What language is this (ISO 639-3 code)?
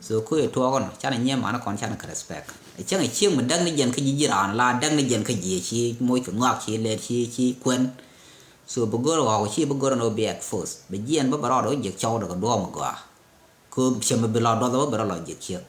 nus